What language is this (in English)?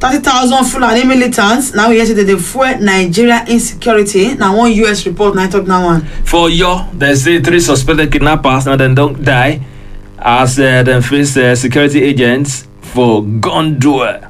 Nigerian Pidgin